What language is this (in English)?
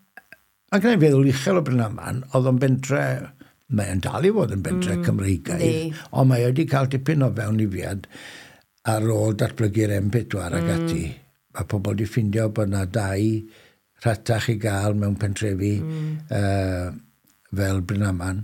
Welsh